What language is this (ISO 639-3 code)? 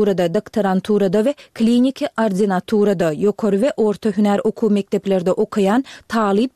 tuk